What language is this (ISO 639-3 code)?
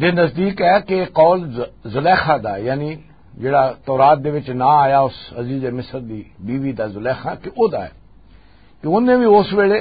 lah